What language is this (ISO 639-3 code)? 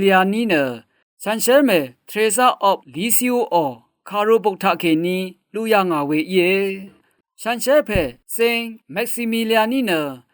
raw